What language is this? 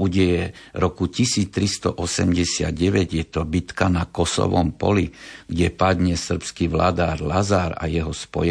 Slovak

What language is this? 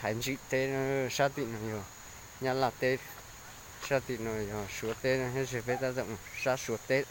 Hmong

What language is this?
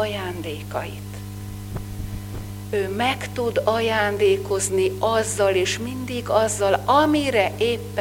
Hungarian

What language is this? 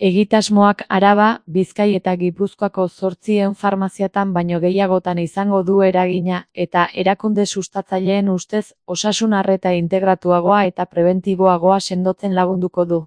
Basque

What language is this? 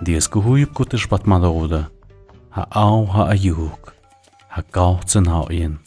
Tlahuitoltepec Mixe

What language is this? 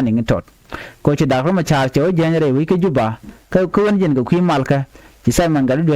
Nuer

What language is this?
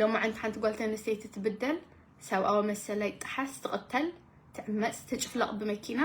Tigrinya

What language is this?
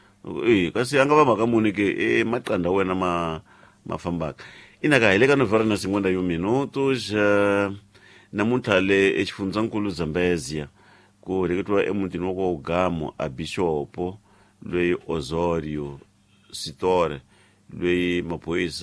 Tsonga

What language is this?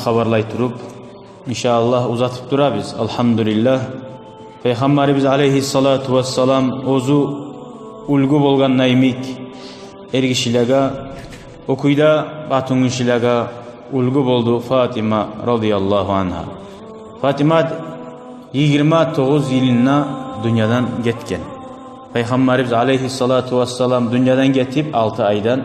Kumyk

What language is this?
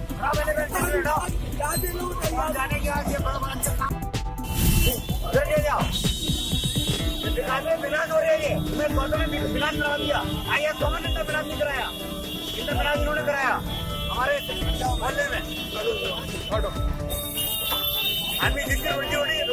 Hindi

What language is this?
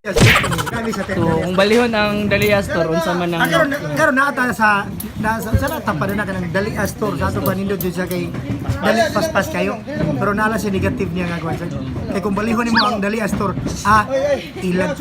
Cebuano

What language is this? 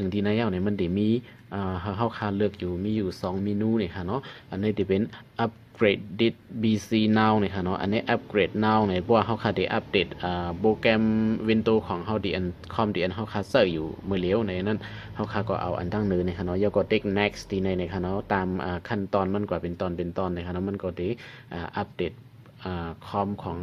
Shan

